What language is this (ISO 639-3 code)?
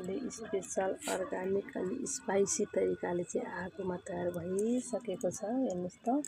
nep